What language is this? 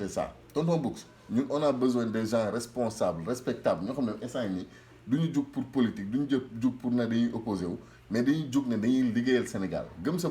Wolof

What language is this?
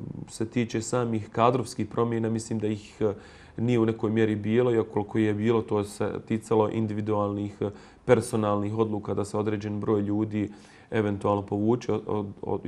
Bosnian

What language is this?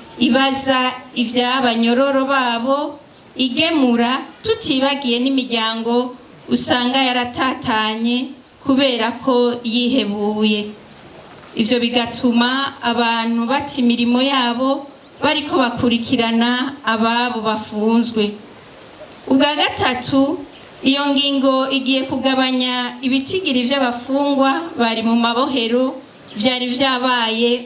Rundi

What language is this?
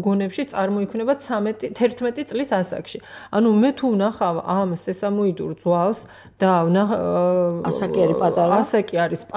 Georgian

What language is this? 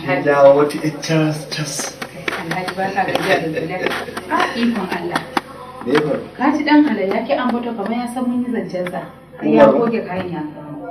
Hausa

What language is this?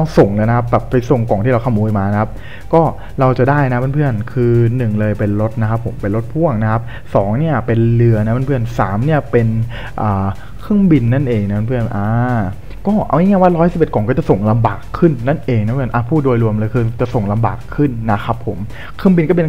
Thai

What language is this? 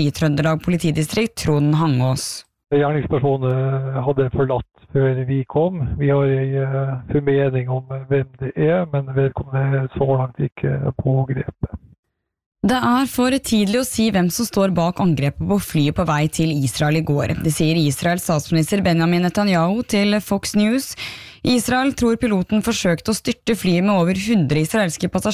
Norwegian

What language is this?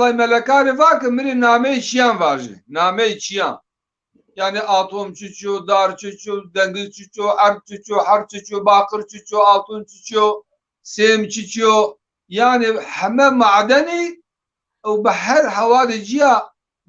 Zaza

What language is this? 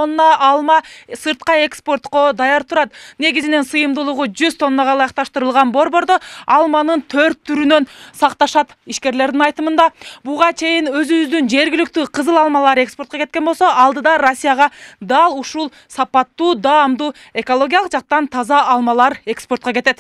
Kyrgyz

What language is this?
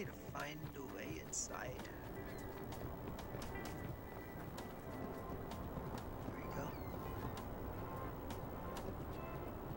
English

